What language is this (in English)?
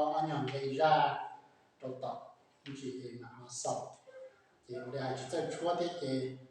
Hmong